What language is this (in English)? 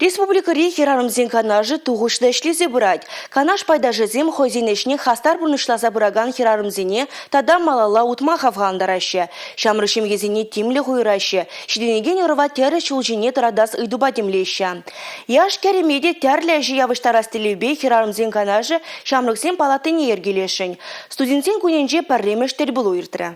Chuvash